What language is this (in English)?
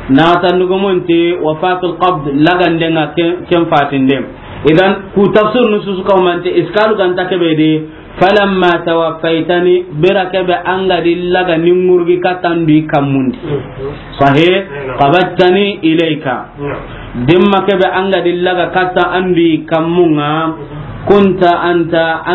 Soninke